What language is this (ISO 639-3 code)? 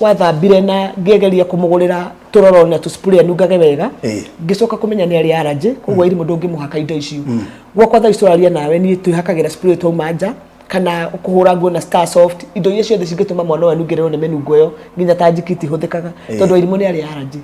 kik